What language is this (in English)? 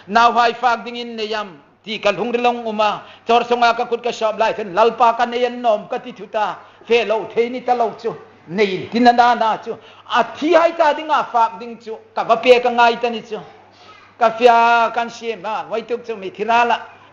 Hmar